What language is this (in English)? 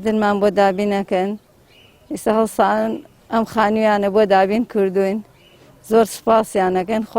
Central Kurdish